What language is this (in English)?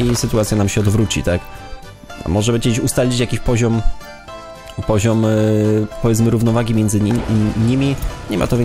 Polish